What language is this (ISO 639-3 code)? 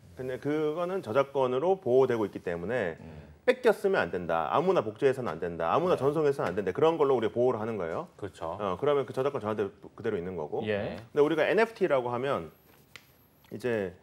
kor